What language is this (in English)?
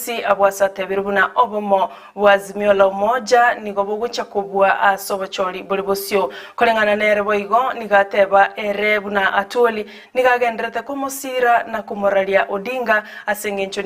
Gusii